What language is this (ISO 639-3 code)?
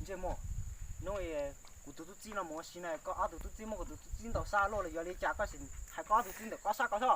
hmn